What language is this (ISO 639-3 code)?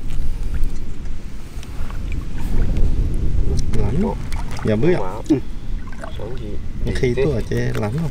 vie